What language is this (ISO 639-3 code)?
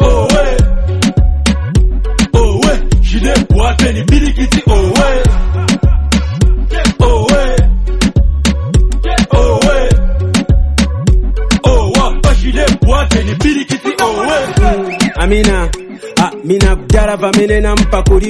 swa